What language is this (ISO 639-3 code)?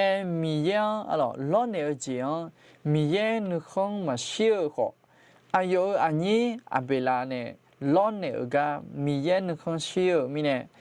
ahk